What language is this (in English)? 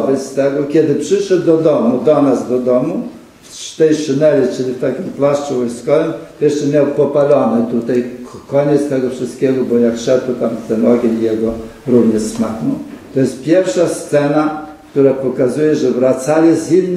Polish